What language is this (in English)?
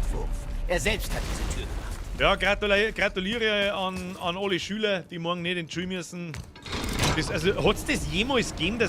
Bavarian